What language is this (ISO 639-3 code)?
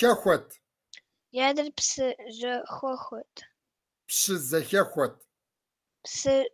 kbd